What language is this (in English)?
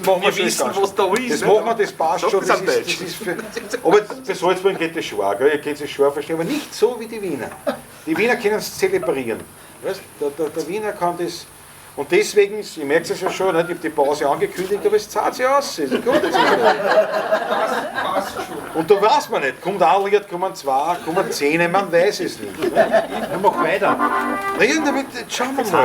Bavarian